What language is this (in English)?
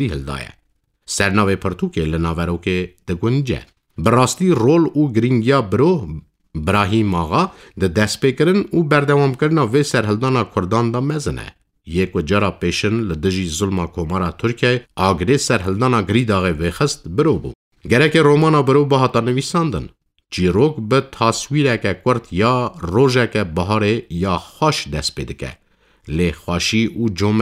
Kurdish